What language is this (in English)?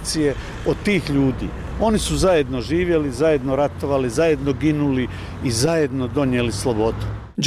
Bosnian